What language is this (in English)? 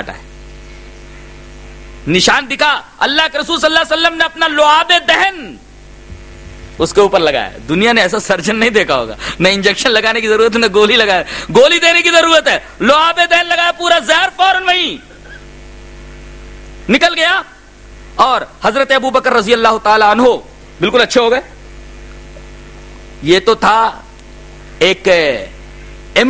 Urdu